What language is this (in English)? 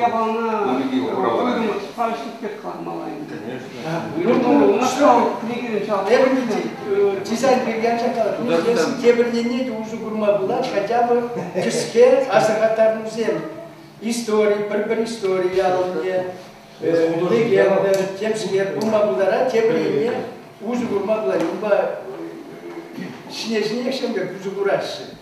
Chuvash